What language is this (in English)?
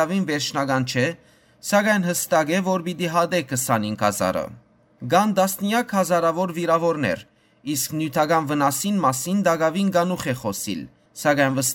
Western Armenian